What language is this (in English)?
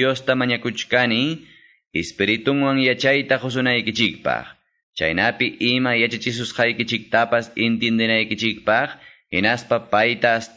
Quechua